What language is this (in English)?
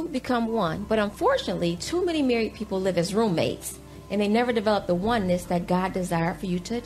English